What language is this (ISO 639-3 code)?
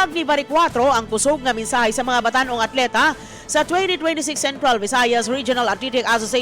ceb